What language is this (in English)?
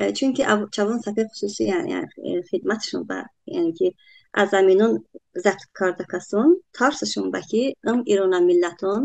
Talysh